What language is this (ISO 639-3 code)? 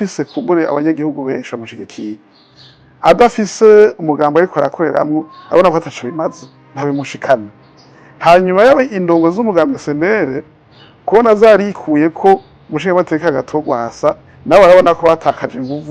run